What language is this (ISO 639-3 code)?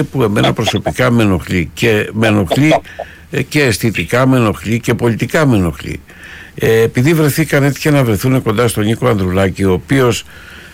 ell